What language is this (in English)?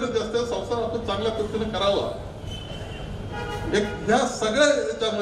Marathi